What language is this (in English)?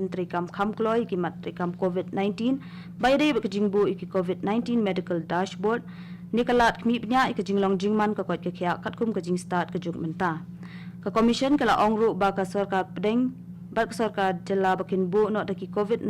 Khasi